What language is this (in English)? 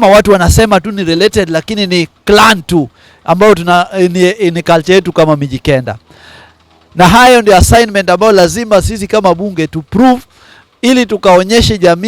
Swahili